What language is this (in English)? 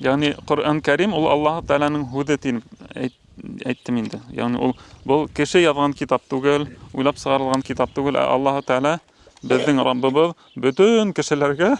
Bashkir